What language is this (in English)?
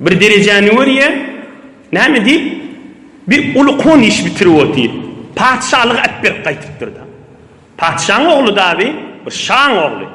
Turkmen